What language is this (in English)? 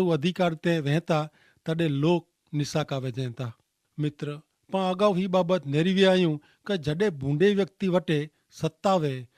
Kachhi